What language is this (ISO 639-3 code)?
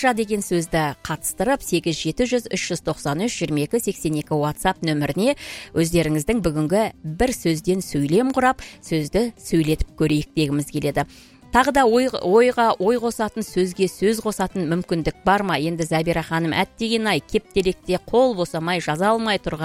kaz